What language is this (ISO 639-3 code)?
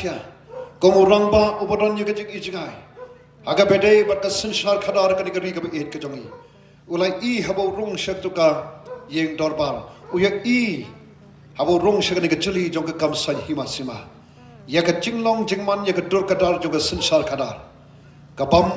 kha